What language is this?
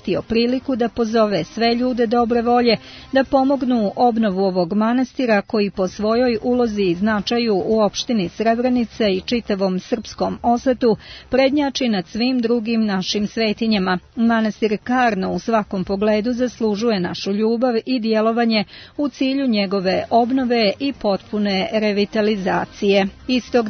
Serbian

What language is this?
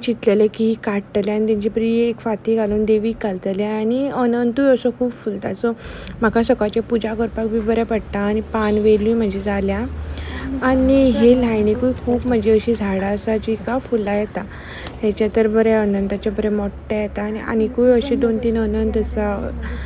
Konkani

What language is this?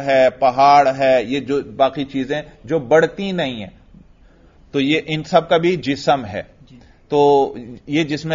Urdu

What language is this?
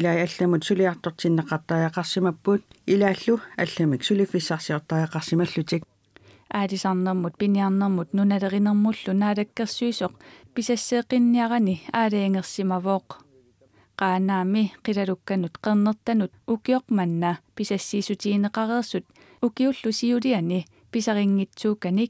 Kalaallisut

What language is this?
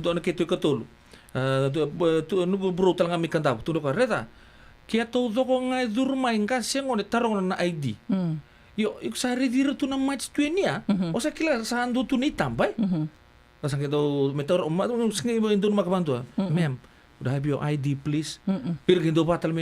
Fijian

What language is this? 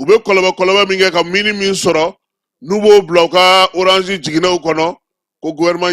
Bambara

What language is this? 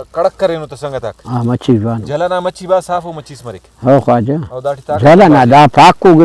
Brahui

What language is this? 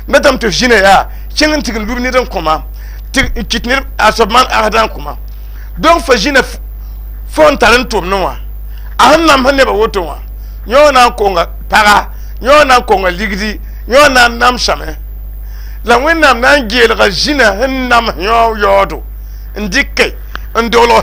Mossi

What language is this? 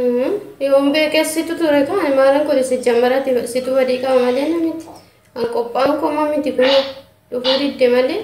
Oromo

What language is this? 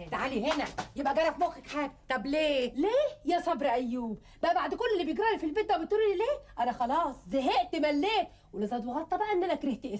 Egyptian Arabic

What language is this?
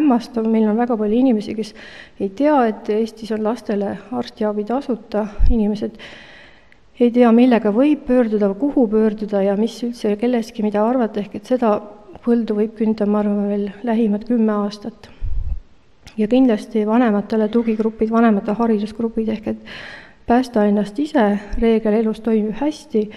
Estonian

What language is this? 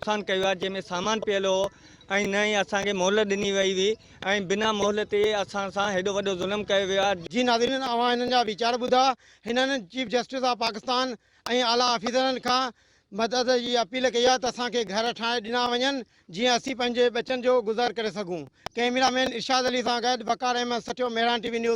Sindhi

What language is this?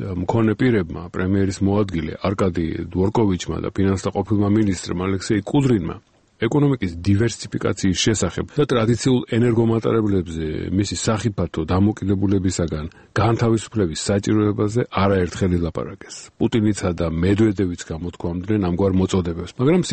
Georgian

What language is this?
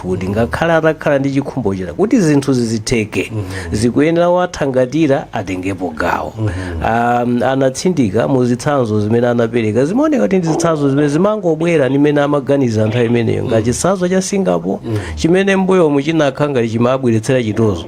Nyanja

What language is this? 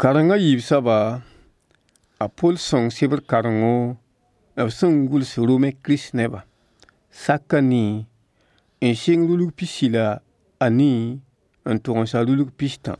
Mossi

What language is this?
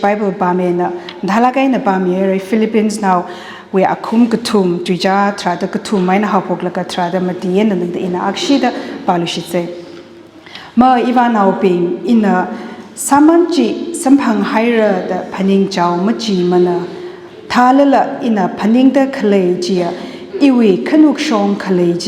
Tangkhul Naga (India)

